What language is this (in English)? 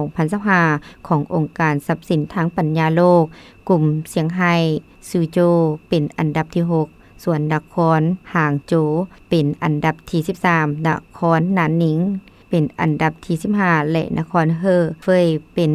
Lao